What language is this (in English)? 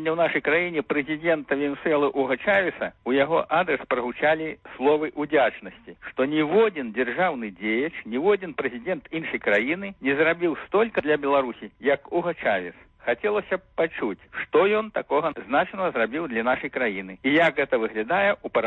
Belarusian